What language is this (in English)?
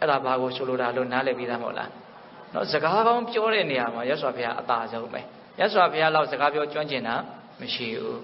Burmese